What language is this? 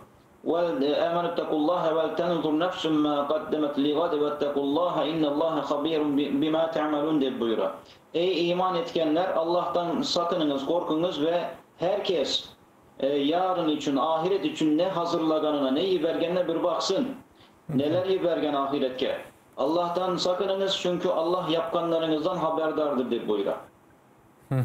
Crimean Tatar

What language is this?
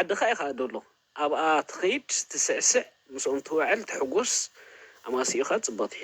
Tigrinya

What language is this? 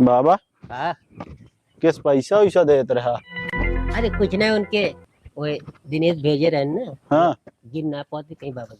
Awadhi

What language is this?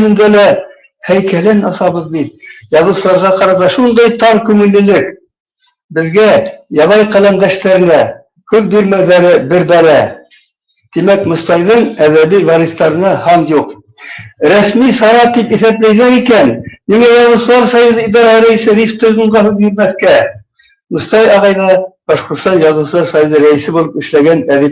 Bashkir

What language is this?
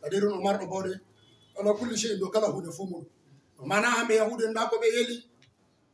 Fula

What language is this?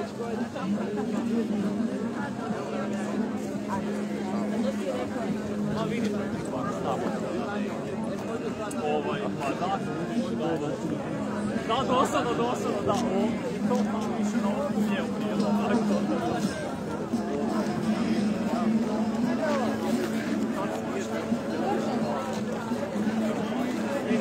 Croatian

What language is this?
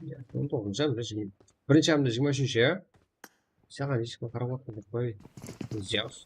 Kara-Kalpak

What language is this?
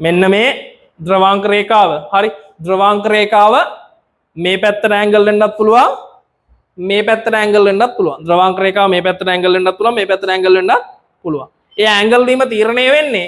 Sinhala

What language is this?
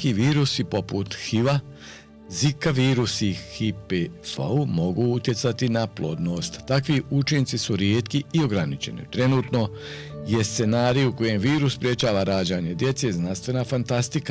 Croatian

